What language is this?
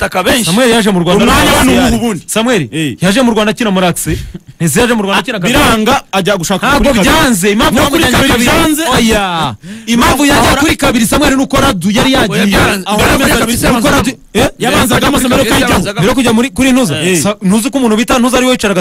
Kinyarwanda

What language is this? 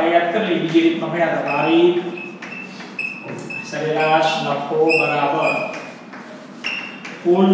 Gujarati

